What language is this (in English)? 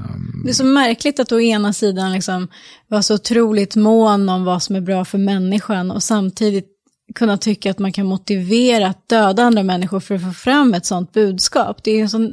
Swedish